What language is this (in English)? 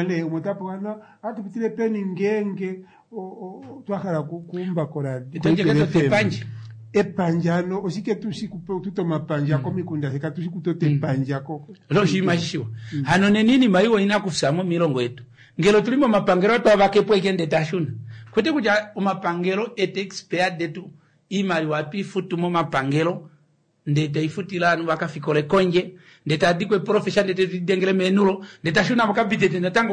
Kuanyama